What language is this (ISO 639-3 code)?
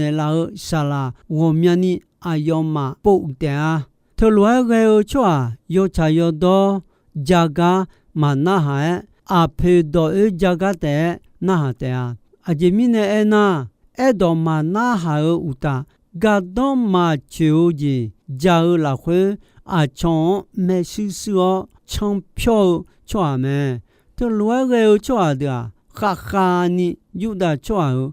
ahk